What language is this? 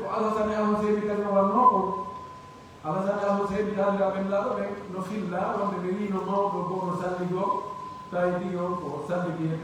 Pular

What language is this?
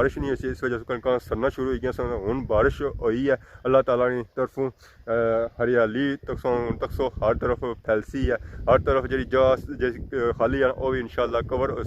Pahari-Potwari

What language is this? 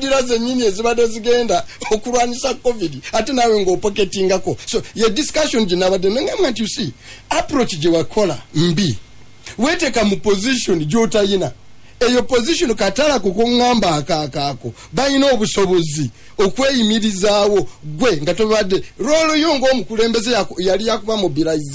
Ganda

